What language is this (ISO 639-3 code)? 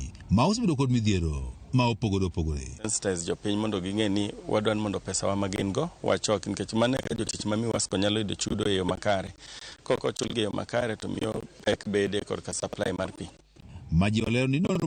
luo